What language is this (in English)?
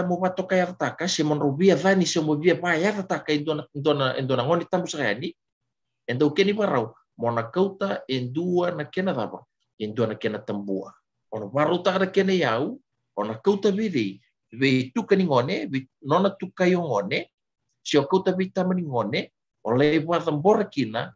Fijian